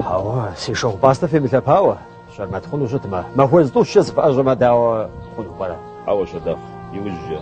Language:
Kabardian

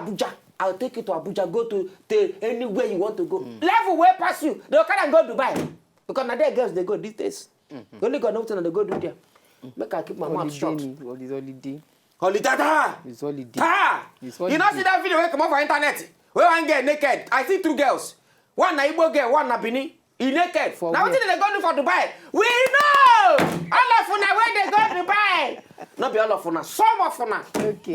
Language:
Nigerian Pidgin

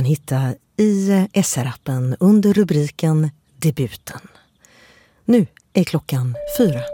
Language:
Swedish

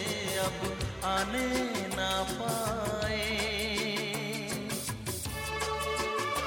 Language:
Hindi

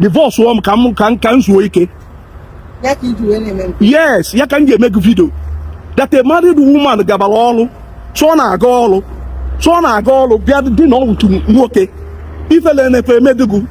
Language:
Igbo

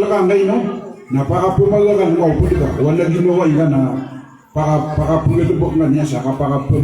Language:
Maranao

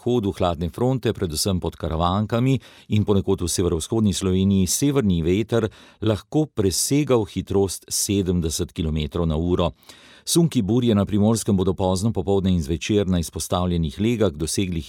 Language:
Slovenian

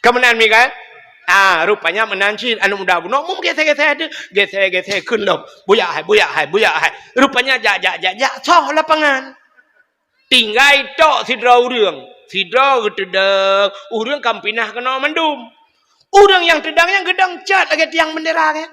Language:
Achinese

